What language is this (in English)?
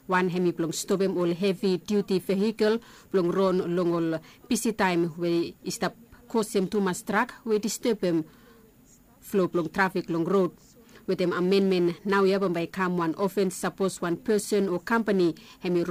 Bislama